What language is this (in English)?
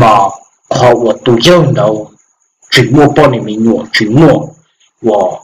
Hmong